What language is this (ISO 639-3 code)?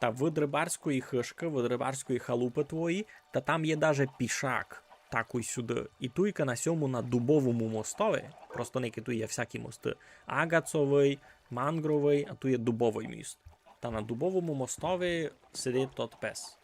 rue